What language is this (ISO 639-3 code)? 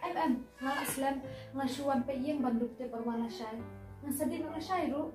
kha